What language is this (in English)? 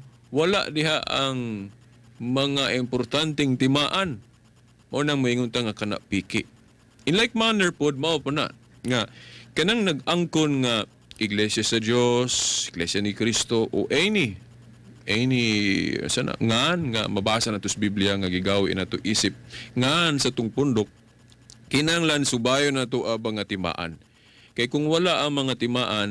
Cebuano